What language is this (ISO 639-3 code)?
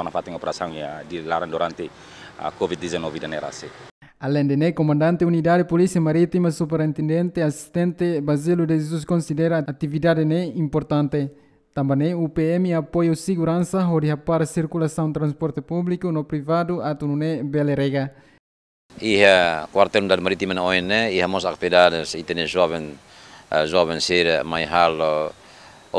tet